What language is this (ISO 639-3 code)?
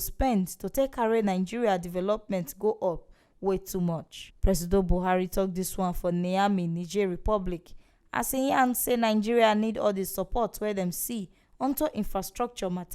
pcm